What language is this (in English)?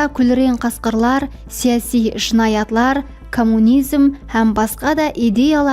Kara-Kalpak